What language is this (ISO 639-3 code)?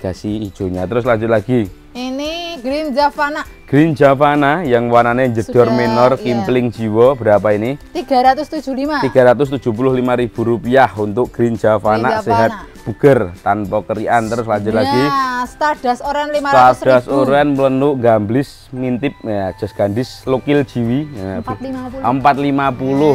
ind